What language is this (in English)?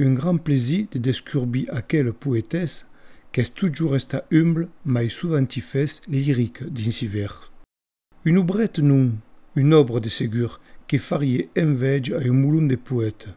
Occitan